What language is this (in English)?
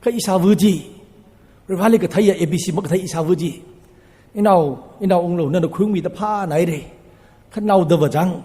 Tangkhul Naga (India)